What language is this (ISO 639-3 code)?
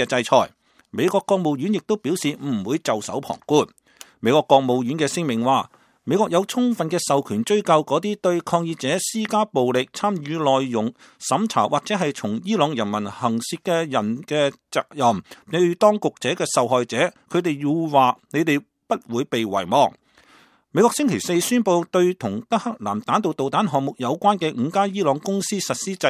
yue